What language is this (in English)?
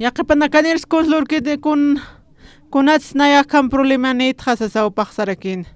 Aymara